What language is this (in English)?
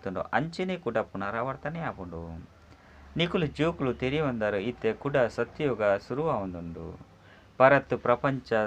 Tulu